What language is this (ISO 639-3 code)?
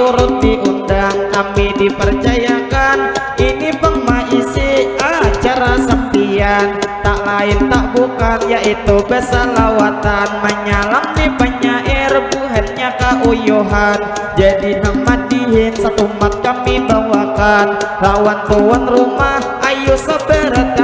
bjn